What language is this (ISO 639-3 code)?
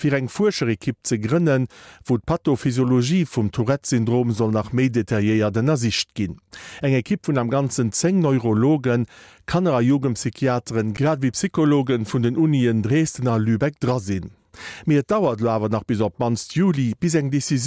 ltz